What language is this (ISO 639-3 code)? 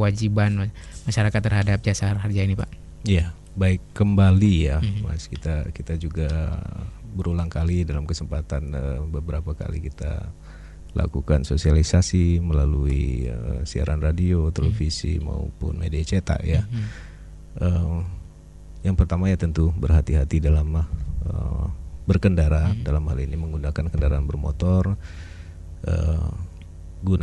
ind